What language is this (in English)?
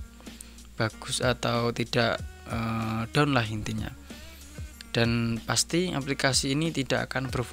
Indonesian